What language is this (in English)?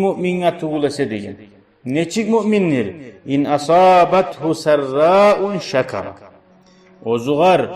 Kumyk